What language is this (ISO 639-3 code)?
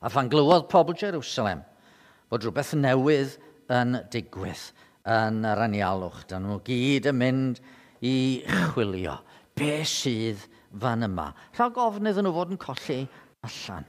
cym